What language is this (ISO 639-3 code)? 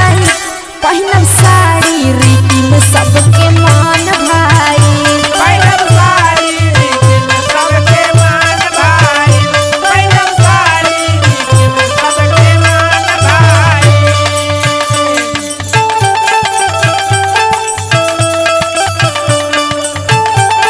bho